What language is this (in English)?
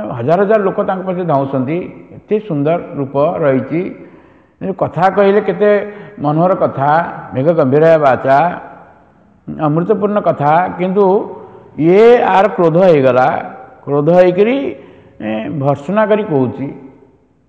Odia